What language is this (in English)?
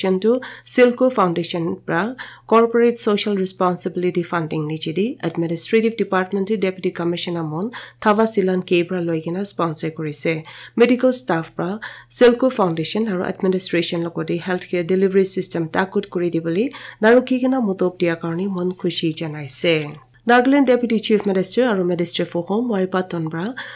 Naga Pidgin